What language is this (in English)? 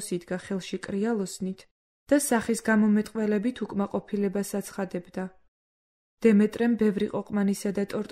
Georgian